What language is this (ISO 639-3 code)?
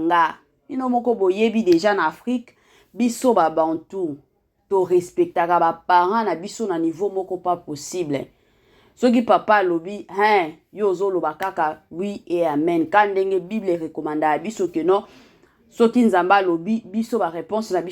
lin